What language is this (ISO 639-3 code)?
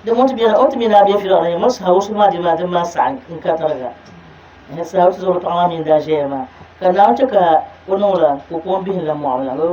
dag